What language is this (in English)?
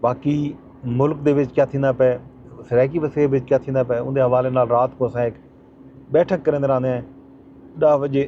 Saraiki